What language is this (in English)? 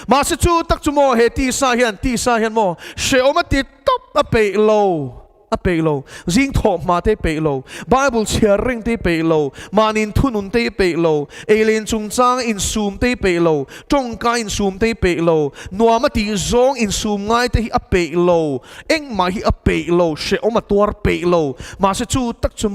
Mizo